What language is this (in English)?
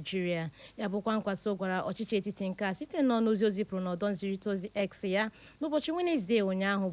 Igbo